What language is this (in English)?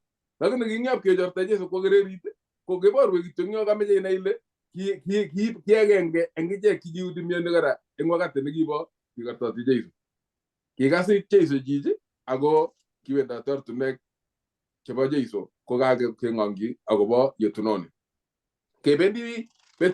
Kalenjin